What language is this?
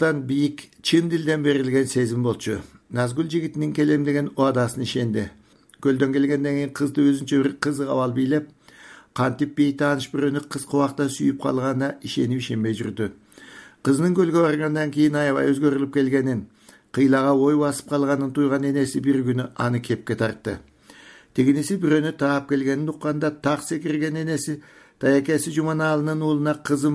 Kyrgyz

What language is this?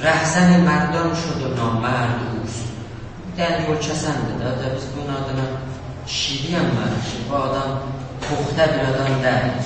South Azerbaijani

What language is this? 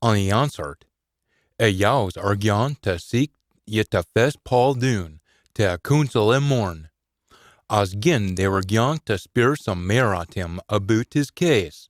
Scots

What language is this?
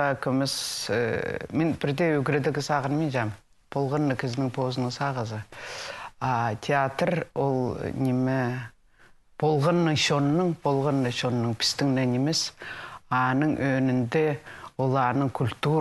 Khakas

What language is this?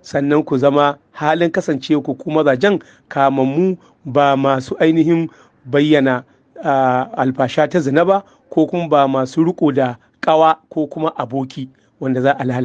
Hausa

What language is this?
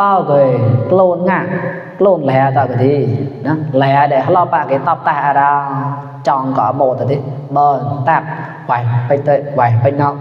Mon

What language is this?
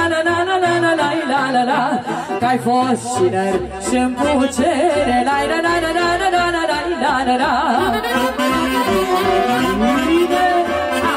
Romanian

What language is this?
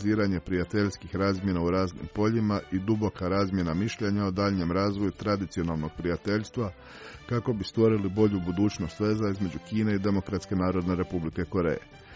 Croatian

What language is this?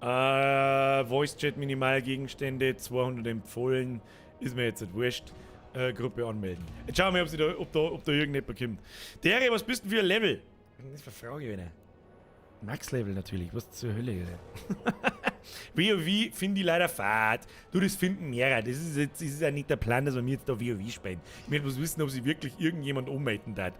Bavarian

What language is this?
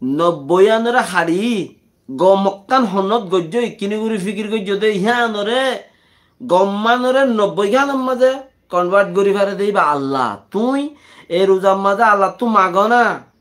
Rohingya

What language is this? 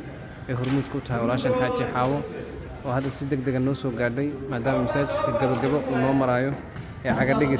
Somali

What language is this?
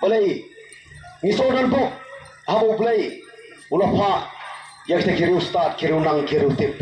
Khasi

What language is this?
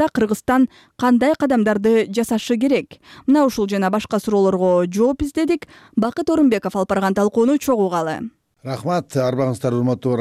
Kyrgyz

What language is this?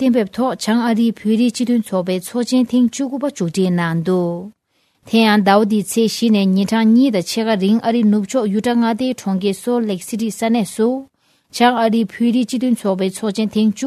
Tibetan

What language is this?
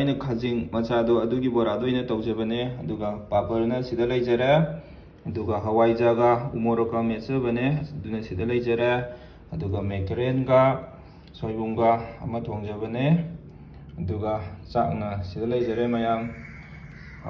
Manipuri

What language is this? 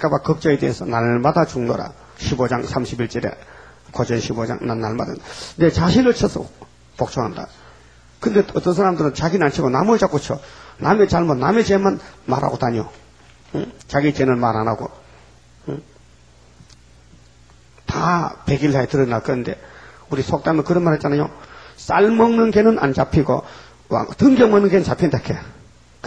Korean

